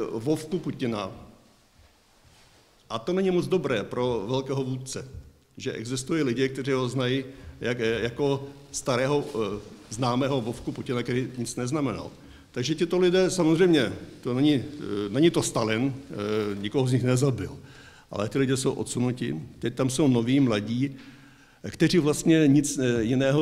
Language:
Czech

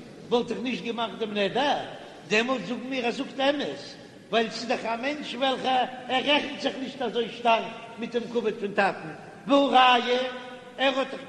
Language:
Yiddish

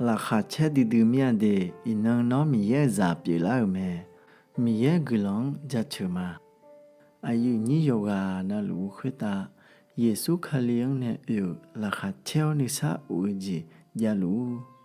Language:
Akha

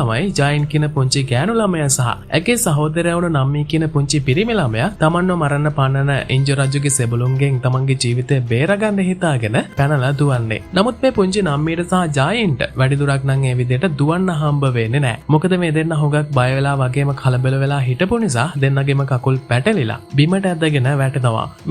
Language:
Sinhala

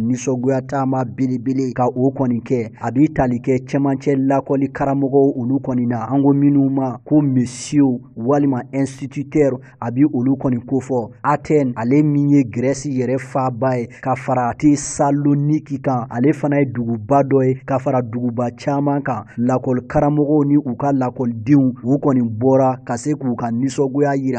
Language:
Bambara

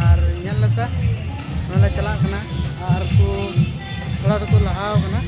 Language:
Santali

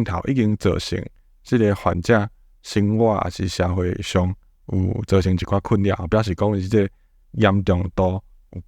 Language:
Min Nan Chinese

